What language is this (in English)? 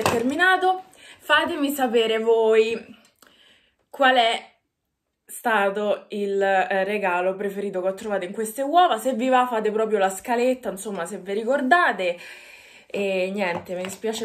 Italian